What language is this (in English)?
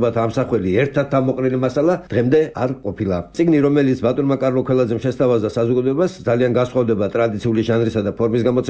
Georgian